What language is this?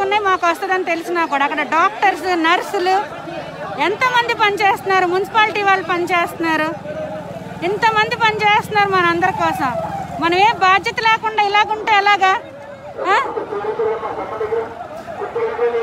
Telugu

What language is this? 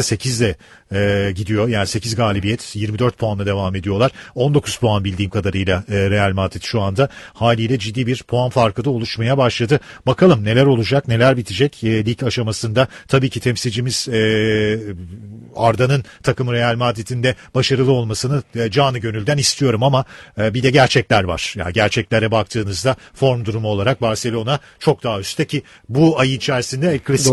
Turkish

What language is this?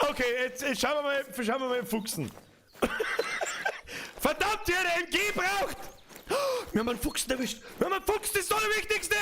Bavarian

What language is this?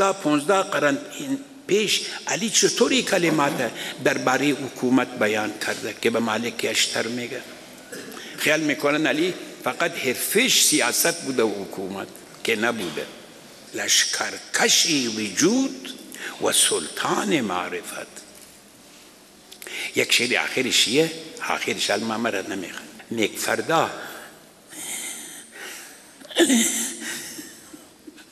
Persian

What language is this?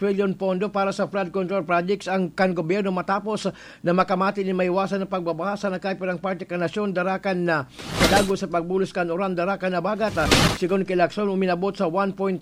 Bikol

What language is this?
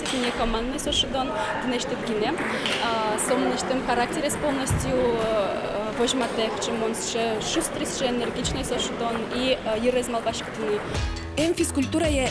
Udmurt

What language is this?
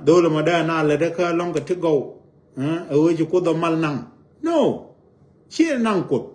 Nuer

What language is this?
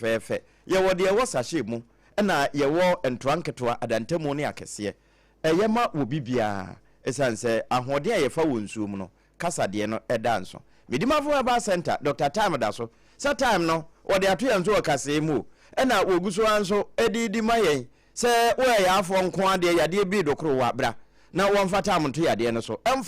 Akan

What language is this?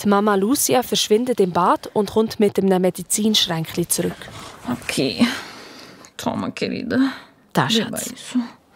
Swiss German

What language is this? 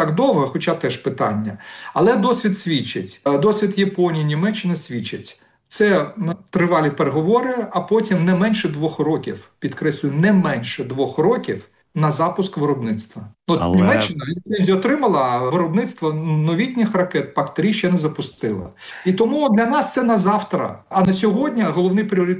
Ukrainian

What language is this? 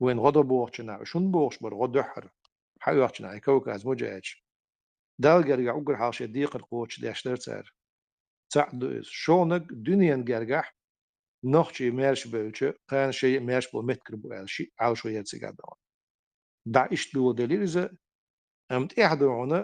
Chechen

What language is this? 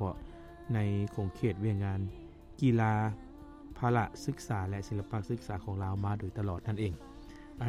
Lao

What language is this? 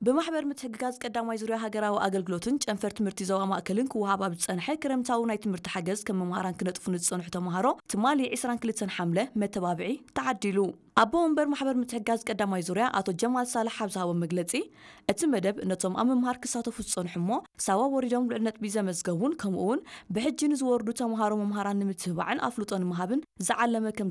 Tigrinya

